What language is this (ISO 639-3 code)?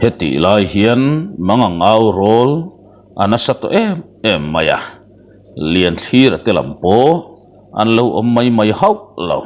lus